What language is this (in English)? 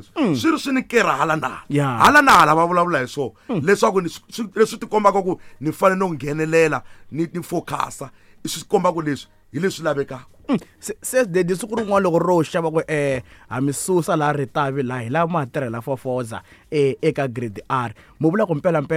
Tsonga